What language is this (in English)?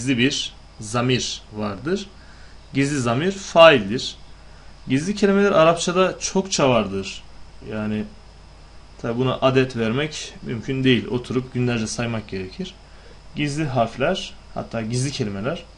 Turkish